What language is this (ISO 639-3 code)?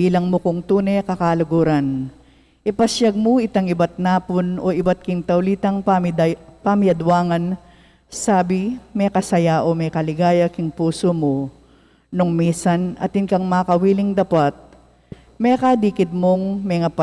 pam